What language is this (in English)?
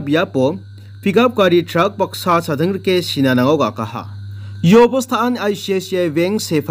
Garo